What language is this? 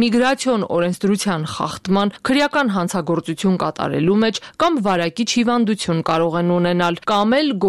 Armenian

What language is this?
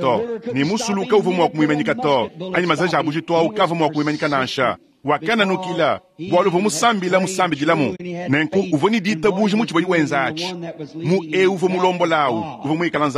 Luba-Lulua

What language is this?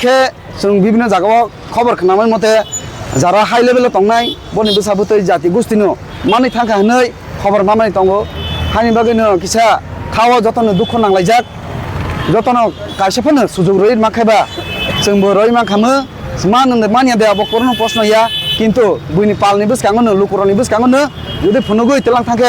Kok Borok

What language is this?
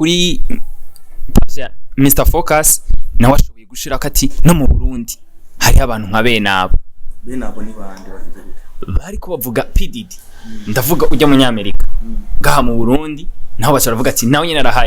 Rundi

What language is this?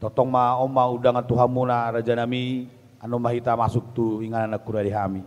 Batak Toba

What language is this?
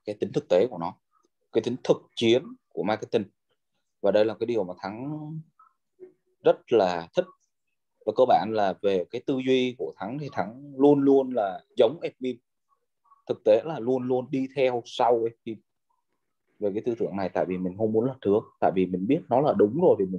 Vietnamese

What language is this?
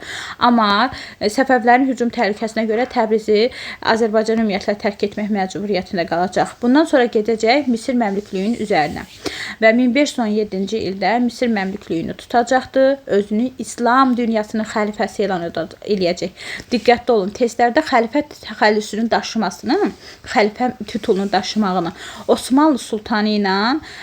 Azerbaijani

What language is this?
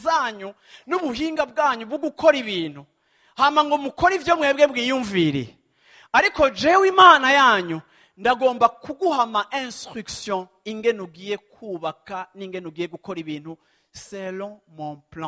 Rundi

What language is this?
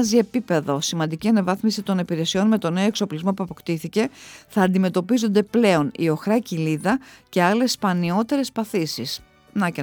Greek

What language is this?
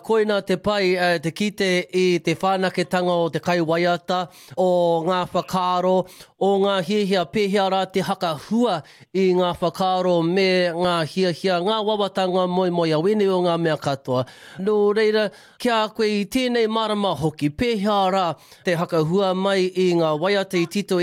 Māori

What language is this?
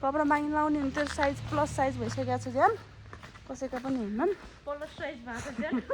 Nepali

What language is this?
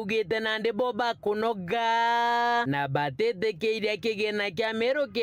Meru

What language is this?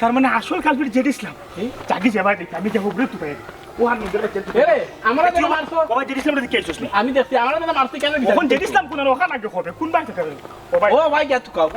Sylheti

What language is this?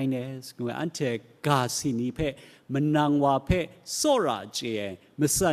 Kachin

